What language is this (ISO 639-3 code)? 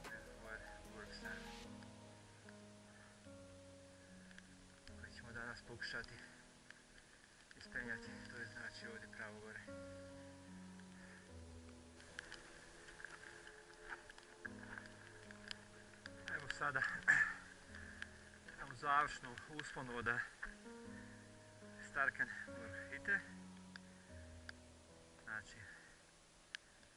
hrv